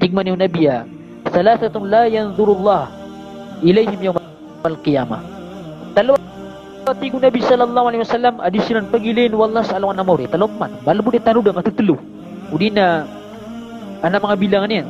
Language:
Maranao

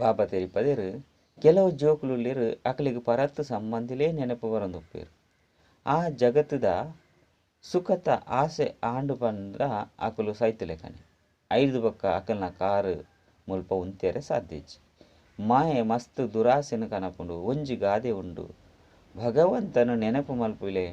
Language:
Tulu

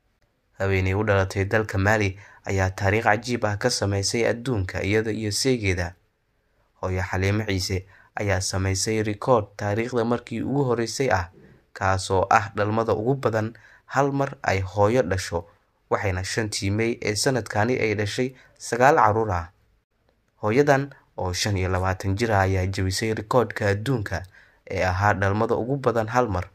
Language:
Somali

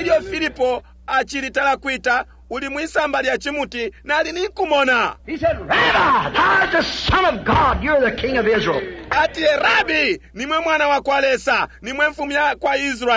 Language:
Bemba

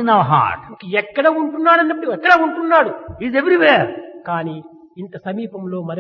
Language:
Telugu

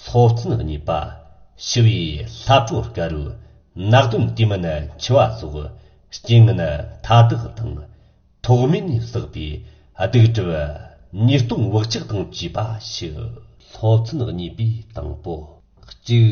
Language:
Tibetan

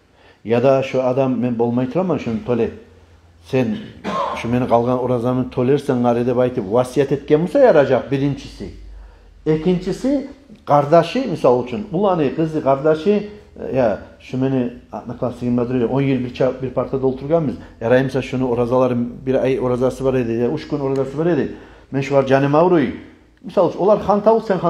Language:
Kumyk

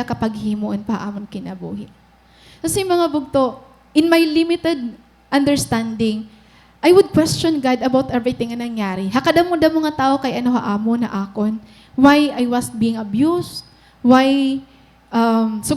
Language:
Waray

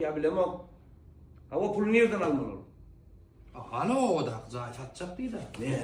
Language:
Turkmen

